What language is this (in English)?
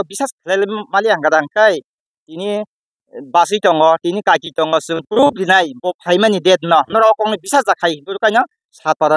Kok Borok